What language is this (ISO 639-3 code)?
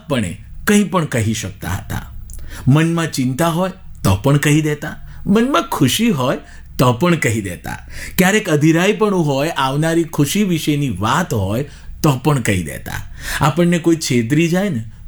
guj